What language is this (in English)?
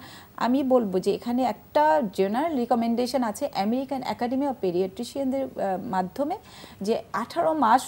Bangla